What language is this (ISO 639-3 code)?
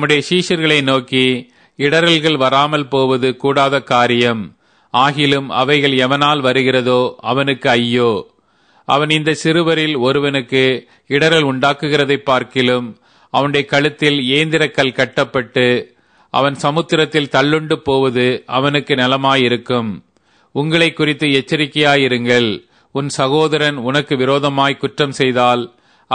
tam